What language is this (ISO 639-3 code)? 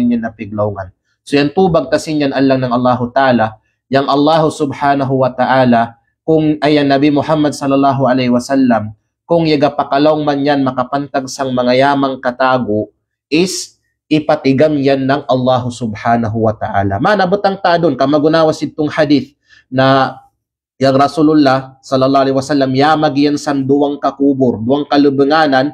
kqe